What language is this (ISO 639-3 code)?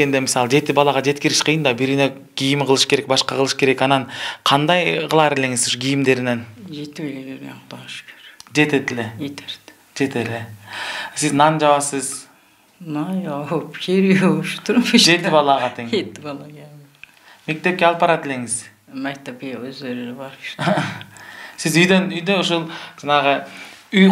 kir